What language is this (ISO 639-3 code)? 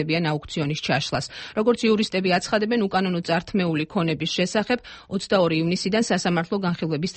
kat